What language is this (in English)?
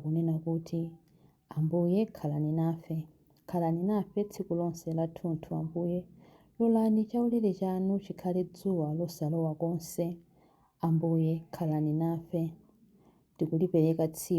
Nyanja